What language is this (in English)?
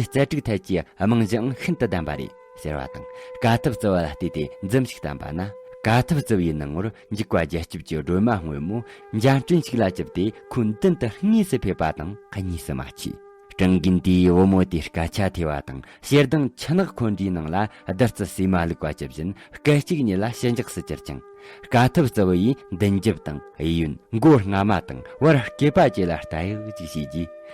Tibetan